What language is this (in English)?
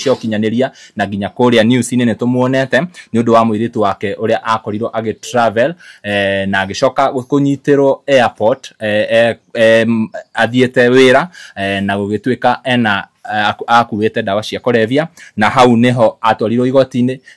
Kikuyu